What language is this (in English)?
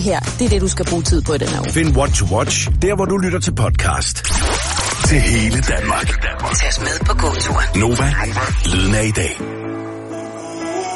Danish